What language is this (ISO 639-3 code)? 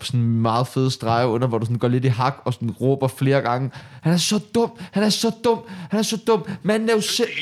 dan